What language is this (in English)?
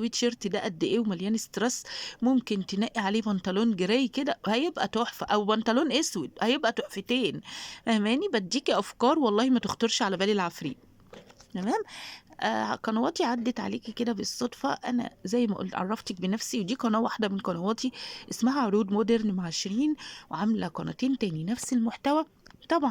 Egyptian Arabic